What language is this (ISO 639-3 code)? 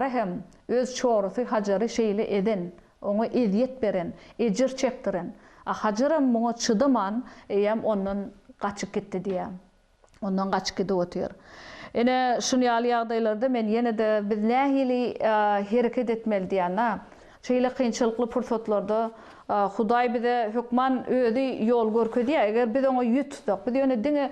tuk